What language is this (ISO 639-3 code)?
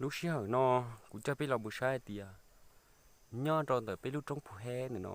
hmn